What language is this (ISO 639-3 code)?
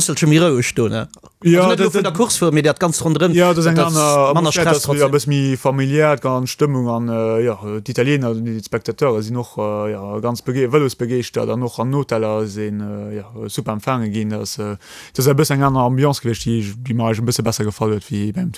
ltz